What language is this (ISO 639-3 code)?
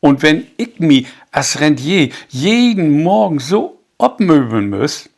nds